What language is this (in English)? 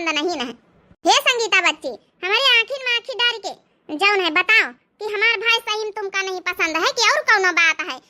Awadhi